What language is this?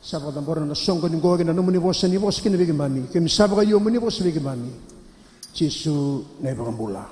Fijian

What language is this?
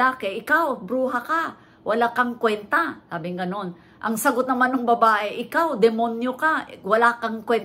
Filipino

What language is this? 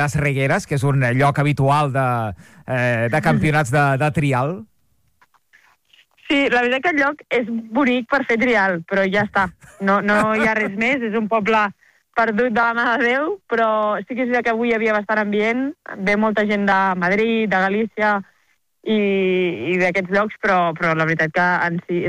Catalan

